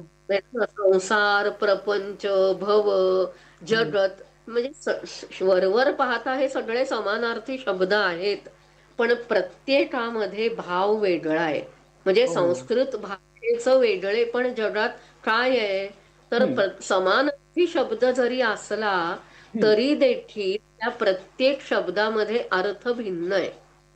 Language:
Marathi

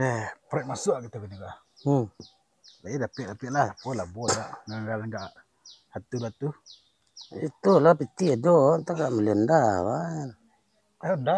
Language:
Minangkabau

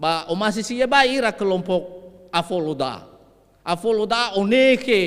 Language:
Nias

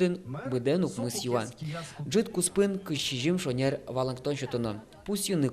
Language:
Udmurt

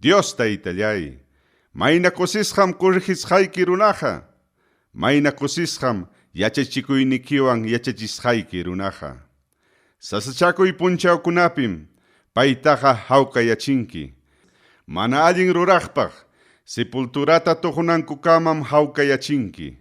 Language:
Ayacucho Quechua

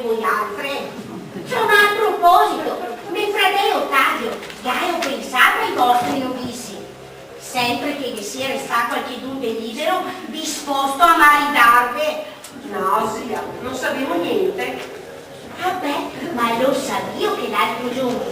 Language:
Venetian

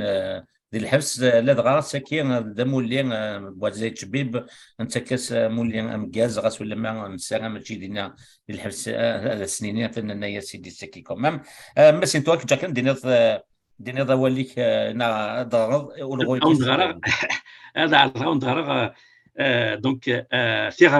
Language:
Kabyle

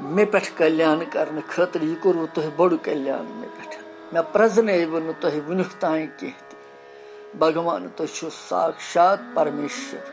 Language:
Kashmiri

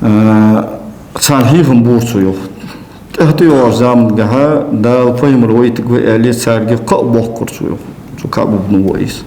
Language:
Ingush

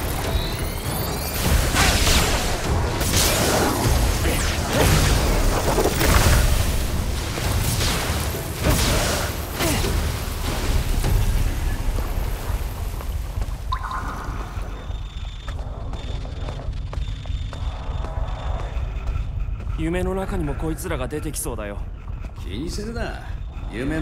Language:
Japanese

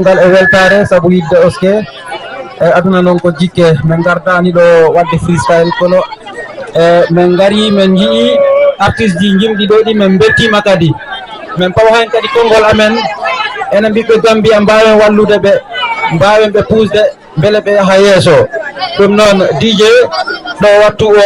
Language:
Fula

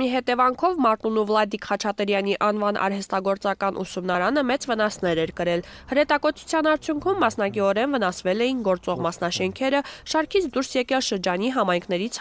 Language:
Armenian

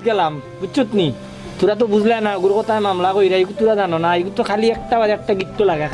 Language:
Sylheti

